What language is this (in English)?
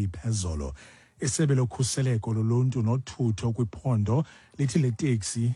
Xhosa